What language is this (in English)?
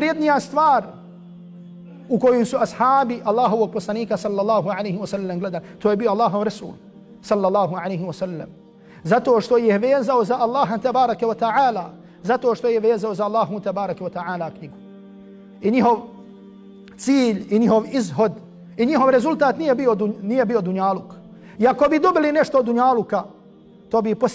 Bosnian